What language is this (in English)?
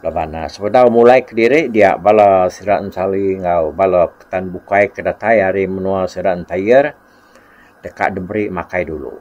Iban